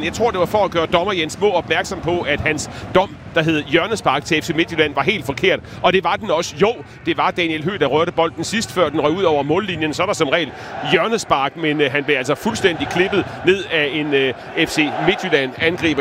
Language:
Danish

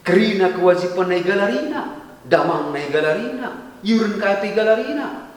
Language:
Batak Karo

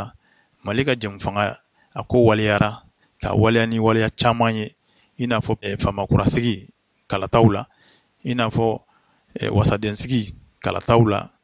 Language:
Bambara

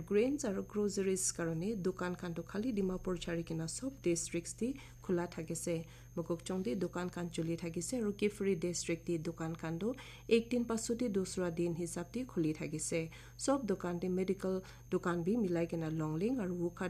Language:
Naga Pidgin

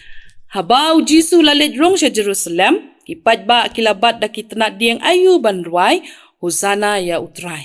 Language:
Khasi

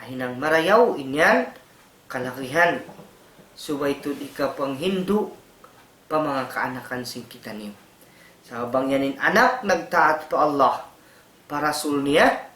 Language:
Tausug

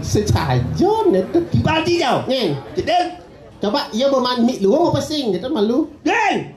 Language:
Balinese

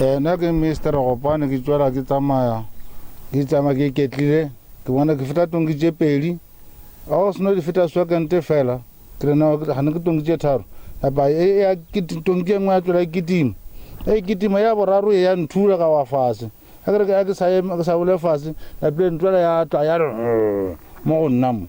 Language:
Northern Sotho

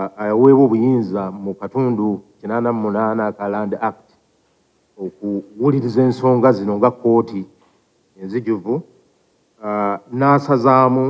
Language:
Ganda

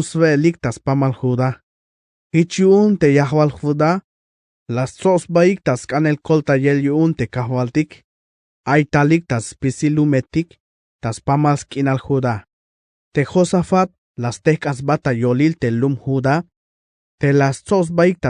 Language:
Tzeltal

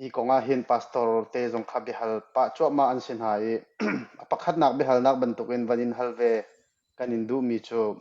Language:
Hakha Chin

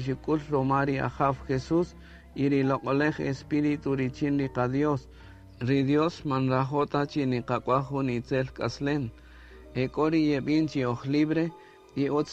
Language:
Kaqchikel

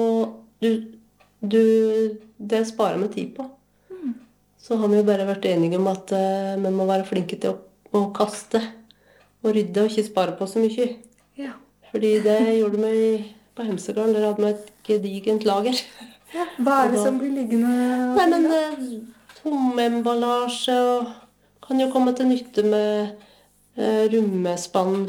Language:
Norwegian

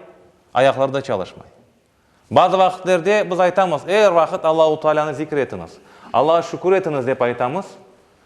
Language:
Crimean Tatar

